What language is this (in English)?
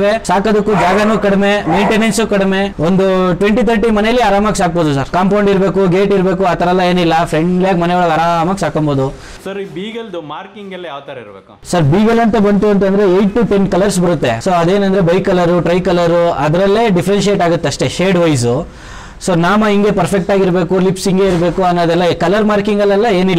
Kannada